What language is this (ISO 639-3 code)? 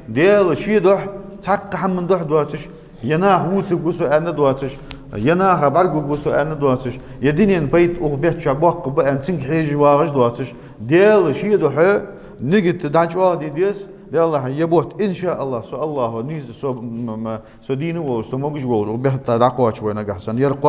inh